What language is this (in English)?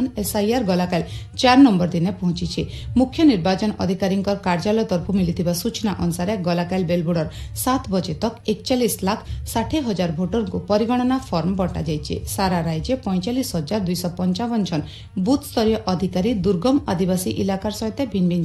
Odia